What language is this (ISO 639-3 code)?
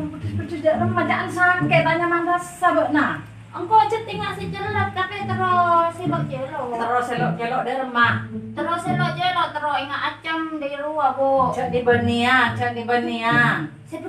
mad